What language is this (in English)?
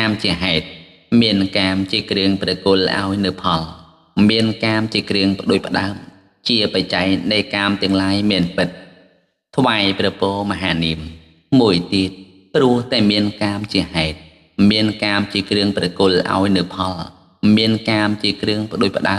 Khmer